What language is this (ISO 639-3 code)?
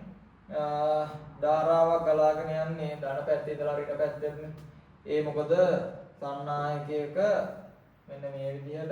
sin